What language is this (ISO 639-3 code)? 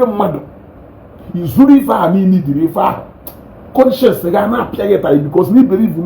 ibo